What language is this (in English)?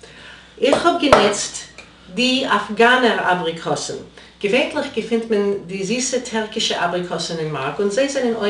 Yiddish